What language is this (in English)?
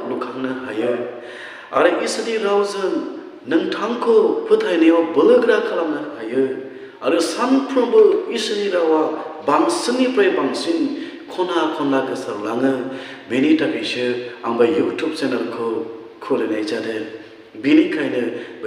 Bodo